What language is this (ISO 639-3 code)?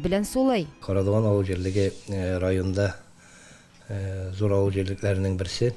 tat